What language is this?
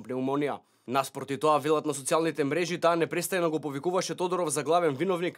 Macedonian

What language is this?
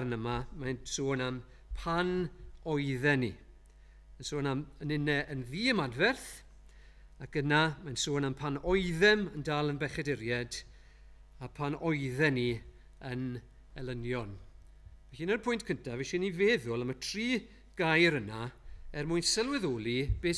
Welsh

